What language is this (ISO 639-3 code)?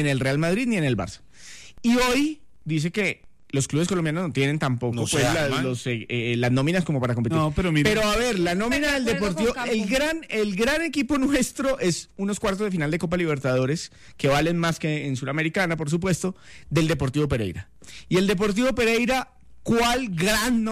spa